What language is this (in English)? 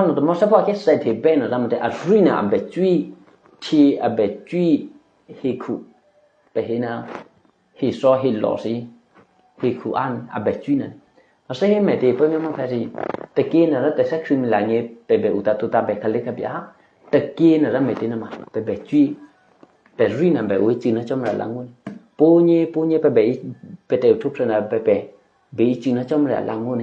Eastern Kayah